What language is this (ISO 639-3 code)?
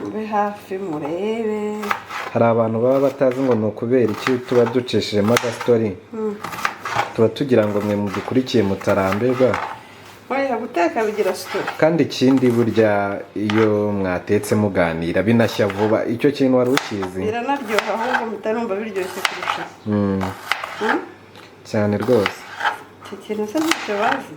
kin